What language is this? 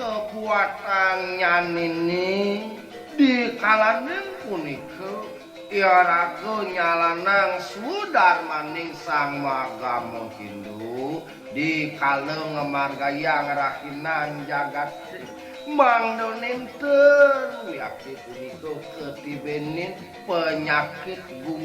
Balinese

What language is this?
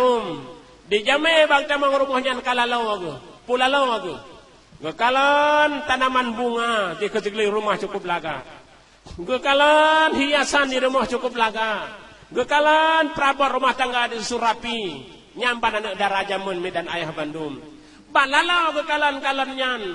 Achinese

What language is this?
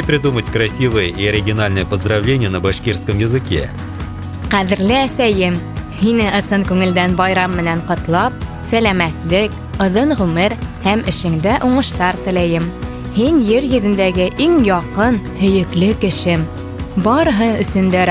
Bashkir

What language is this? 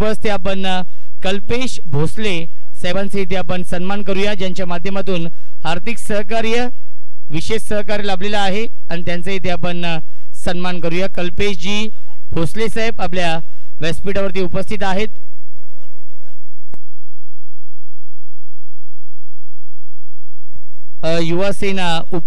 Marathi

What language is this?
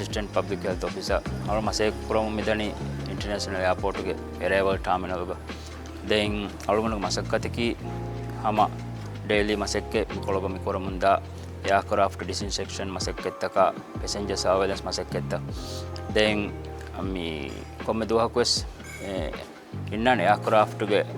Divehi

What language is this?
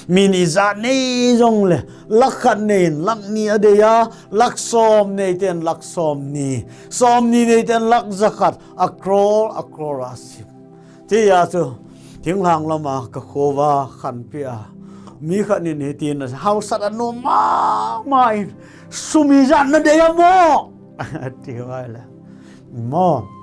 Thado Chin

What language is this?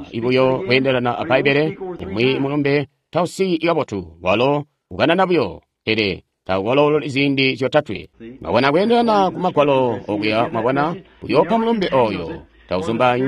Tonga (Zambia)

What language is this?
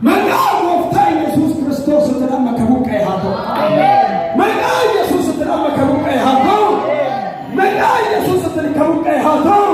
Oromo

